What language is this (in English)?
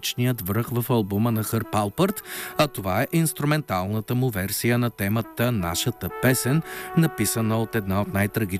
Bulgarian